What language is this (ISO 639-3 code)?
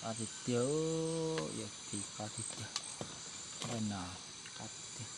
hmn